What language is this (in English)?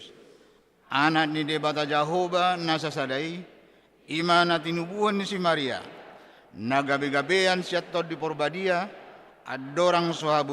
Batak Toba